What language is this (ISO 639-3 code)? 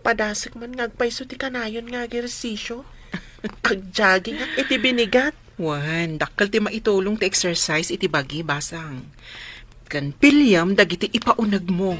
ilo